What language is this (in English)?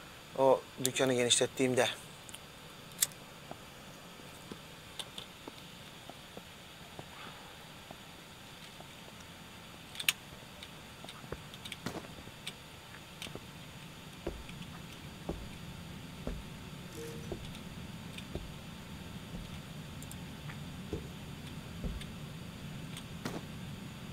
Turkish